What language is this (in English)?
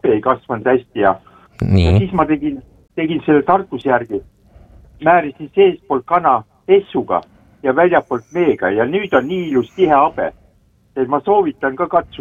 Estonian